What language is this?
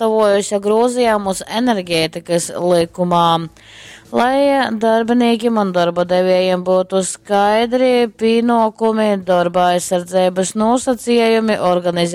Latgalian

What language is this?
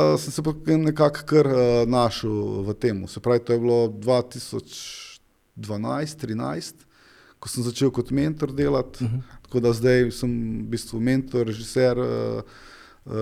Slovenian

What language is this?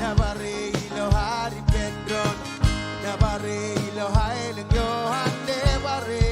Marshallese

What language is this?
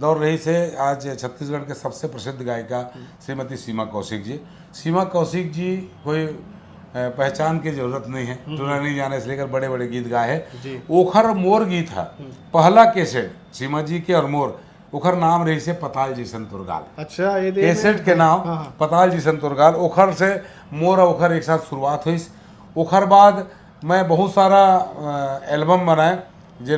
Chhattisgarhi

